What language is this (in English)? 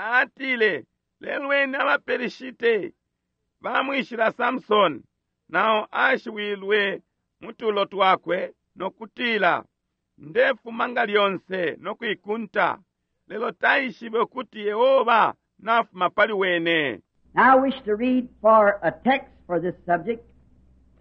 Bemba